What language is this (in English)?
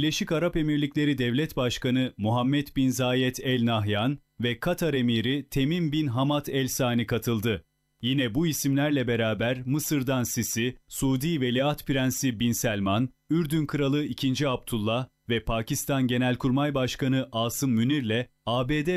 Turkish